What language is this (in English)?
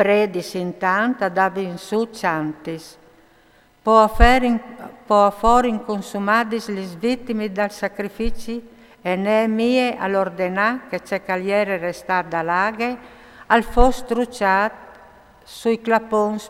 Friulian